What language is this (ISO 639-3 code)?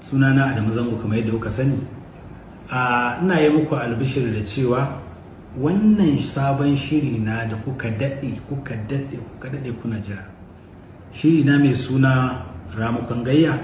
hau